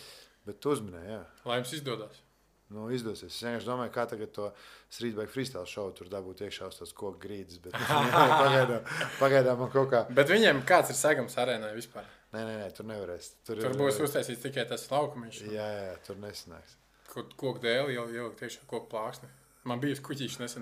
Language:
Latvian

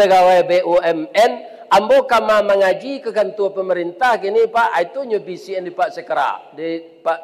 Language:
Minangkabau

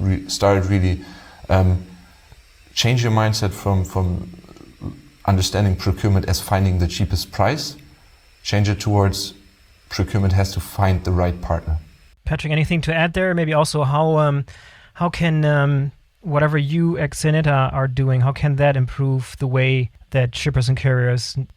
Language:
English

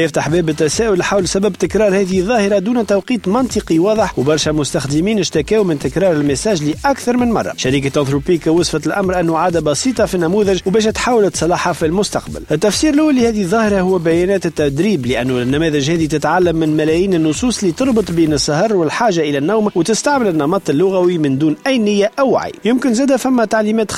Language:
Tunisian Arabic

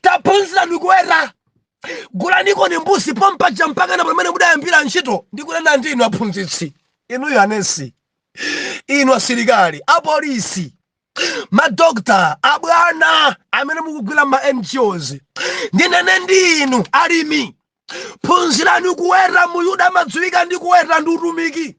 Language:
Nyanja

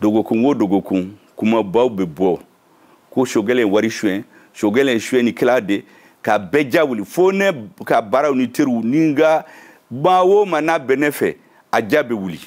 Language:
Bambara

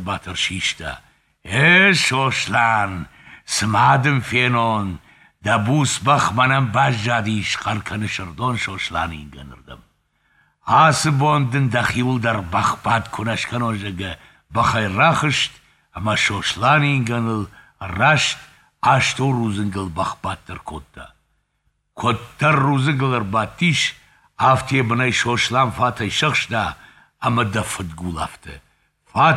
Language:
Ossetic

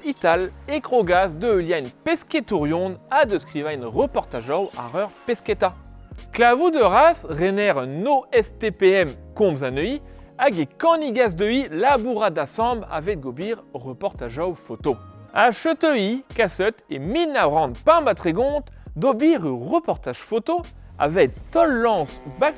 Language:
Breton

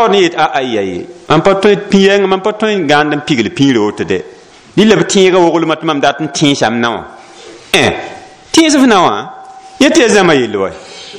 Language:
Mossi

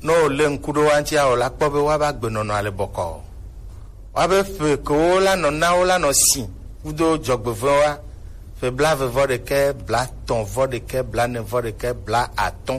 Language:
Gen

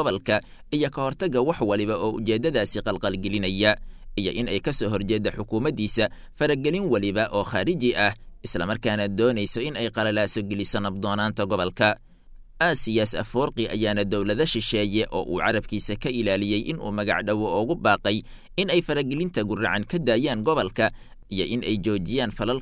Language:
Somali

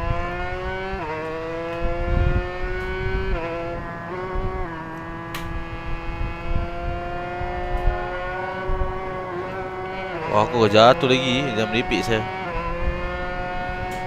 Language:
Malay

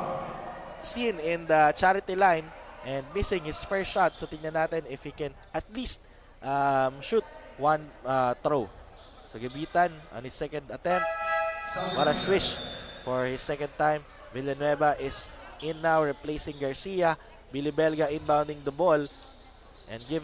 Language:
Filipino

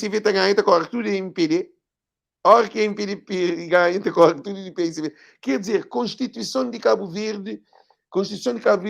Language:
Kabuverdianu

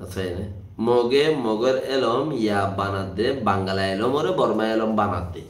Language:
Rohingya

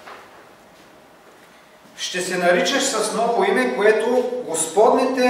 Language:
Bulgarian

